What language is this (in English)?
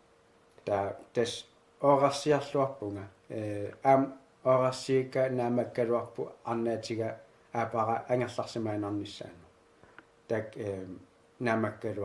Kalaallisut